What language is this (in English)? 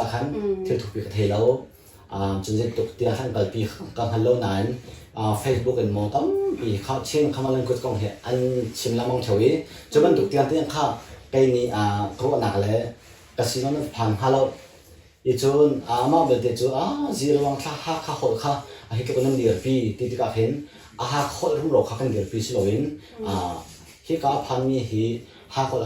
Hakha Chin